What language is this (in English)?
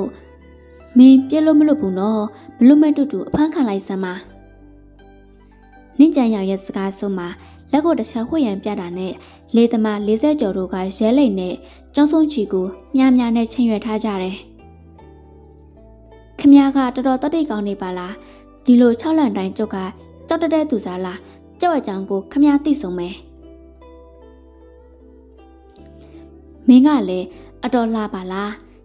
Burmese